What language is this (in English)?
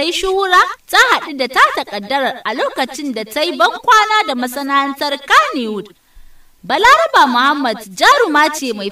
Hausa